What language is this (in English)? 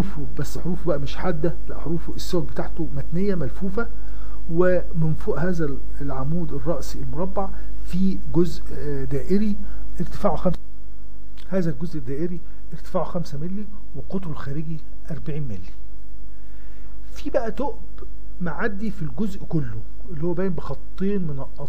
Egyptian Arabic